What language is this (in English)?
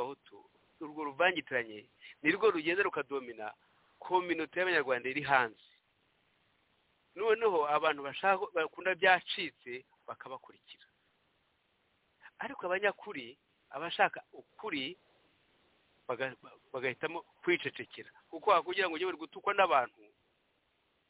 Kinyarwanda